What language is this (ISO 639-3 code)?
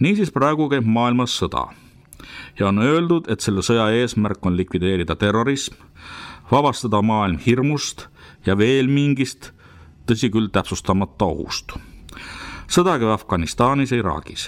est